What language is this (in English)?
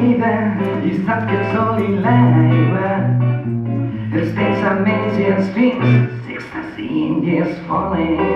Catalan